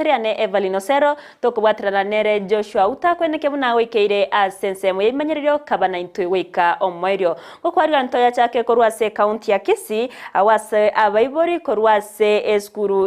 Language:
Gusii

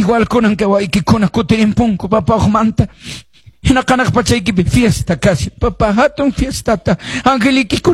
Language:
Quechua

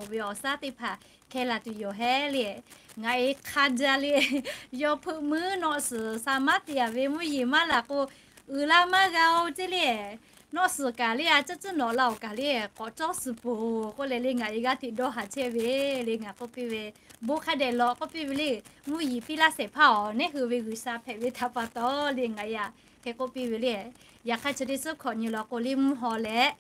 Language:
Lahu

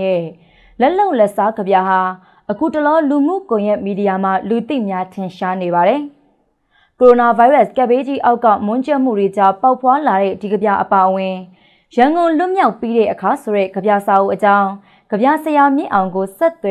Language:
Burmese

